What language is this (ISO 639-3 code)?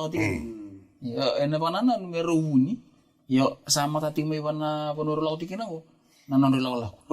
fij